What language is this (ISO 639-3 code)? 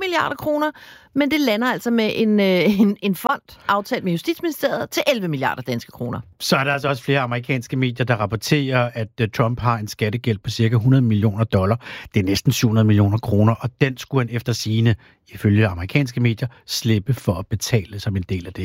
dan